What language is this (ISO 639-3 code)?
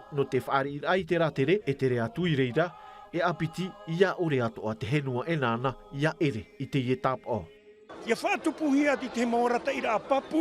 tah